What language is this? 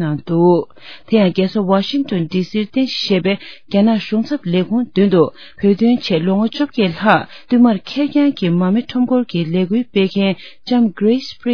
Tibetan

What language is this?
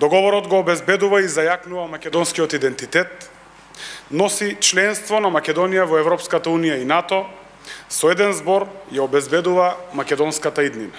Macedonian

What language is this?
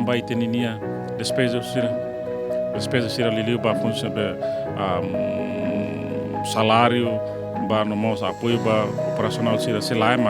Tetum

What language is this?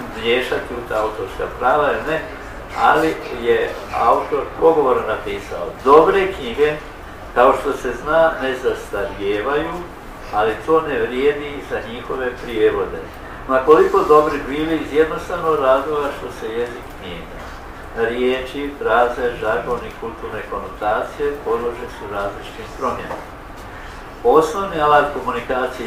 Croatian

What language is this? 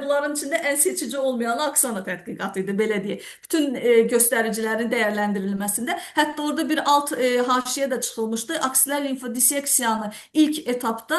Azerbaijani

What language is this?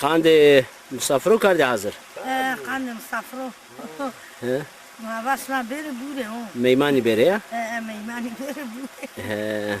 Zaza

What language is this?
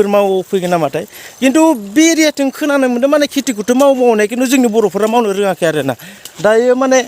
Bodo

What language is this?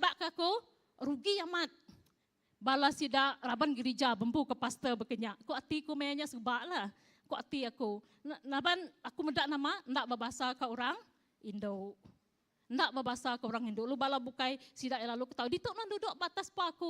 Iban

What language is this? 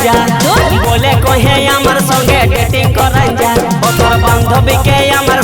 Bangla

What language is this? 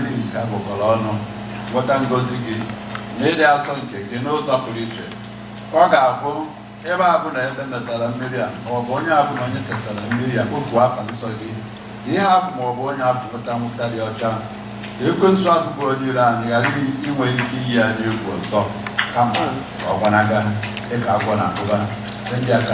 Igbo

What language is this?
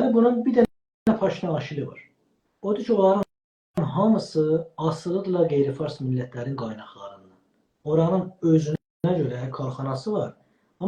South Azerbaijani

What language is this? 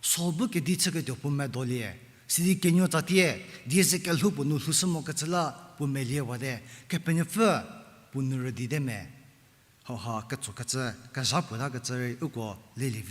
Angami Naga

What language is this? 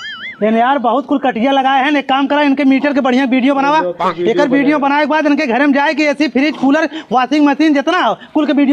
Awadhi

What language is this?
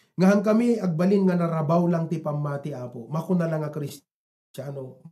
Iloko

